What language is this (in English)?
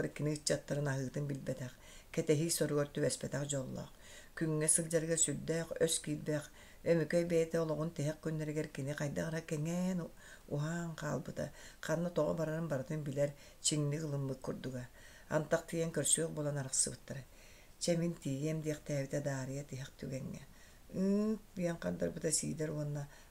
Yakut